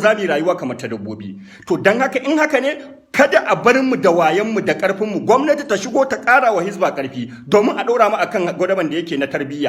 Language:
Hausa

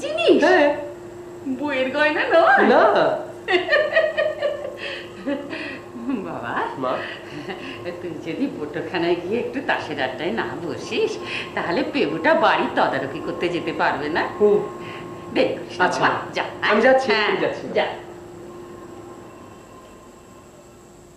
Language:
Bangla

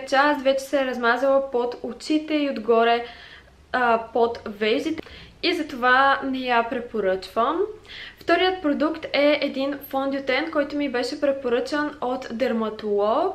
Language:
Bulgarian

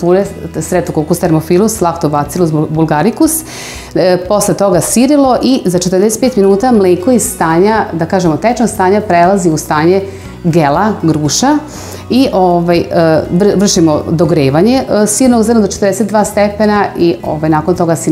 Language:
Serbian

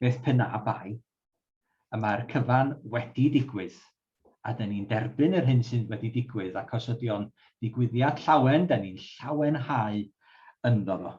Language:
Welsh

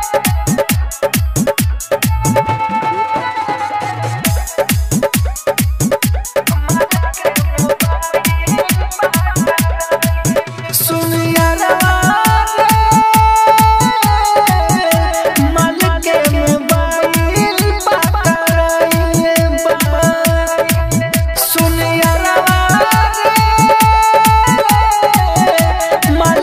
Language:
Bhojpuri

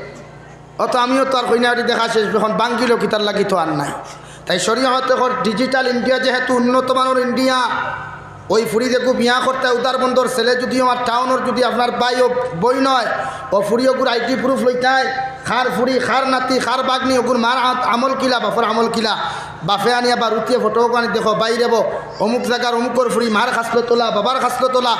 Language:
Sylheti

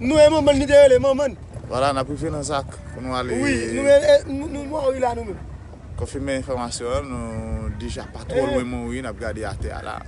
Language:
Haitian Creole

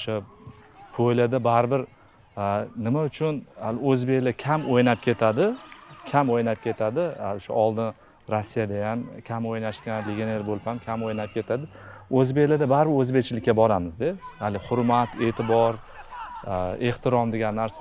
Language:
Uzbek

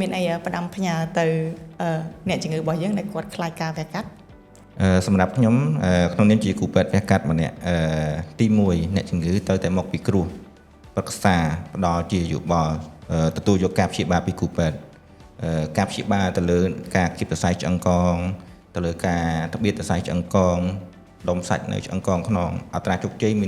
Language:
Khmer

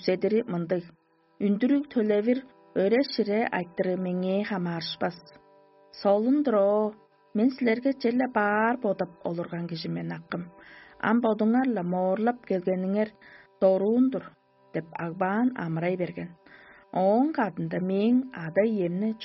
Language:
Tuvinian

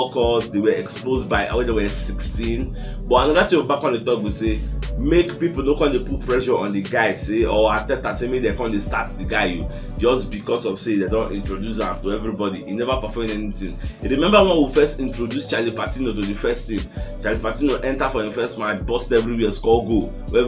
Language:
Nigerian Pidgin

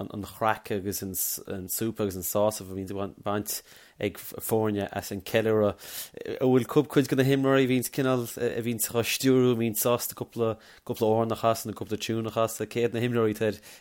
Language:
Irish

